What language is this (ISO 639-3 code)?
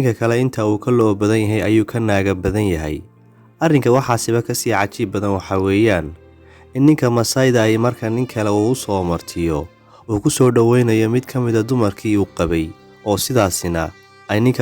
som